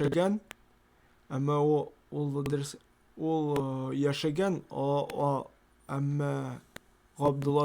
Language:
Tatar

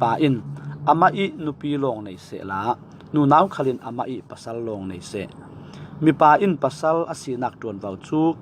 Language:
Falam Chin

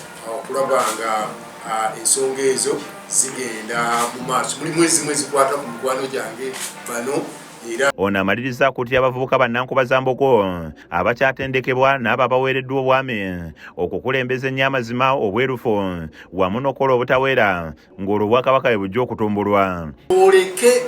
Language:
Ganda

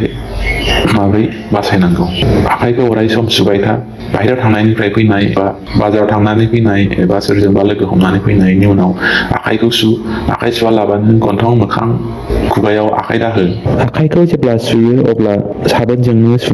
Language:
Bodo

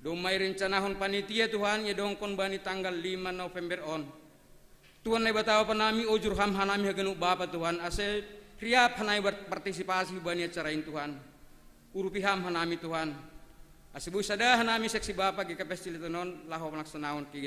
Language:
Batak Simalungun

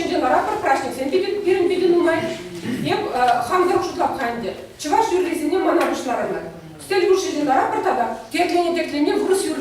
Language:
Chuvash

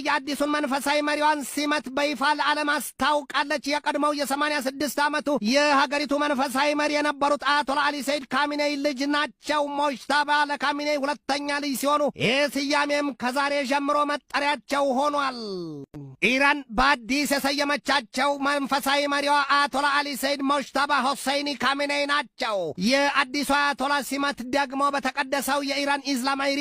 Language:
Amharic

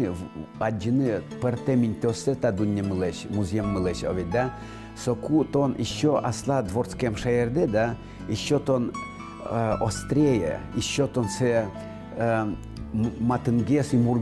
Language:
Udmurt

